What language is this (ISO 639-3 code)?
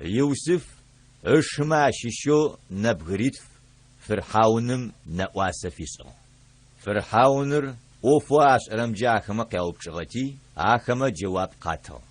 ady